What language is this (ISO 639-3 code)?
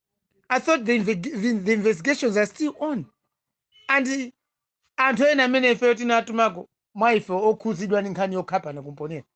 nya